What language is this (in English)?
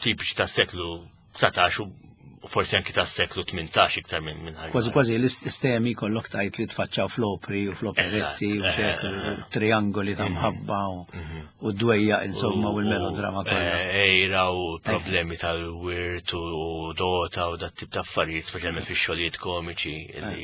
Maltese